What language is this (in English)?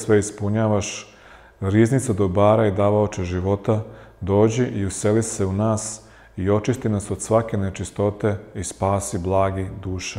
Serbian